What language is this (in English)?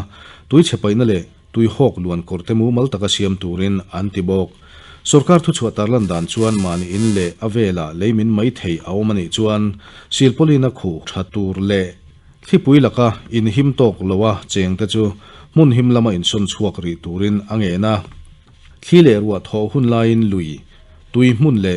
Mizo